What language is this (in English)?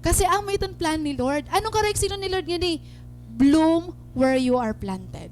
Waray